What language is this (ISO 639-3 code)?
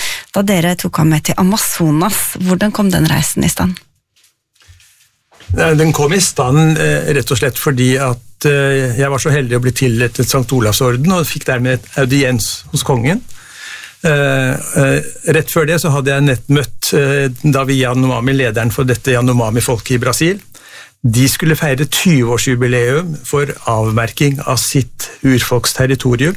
nor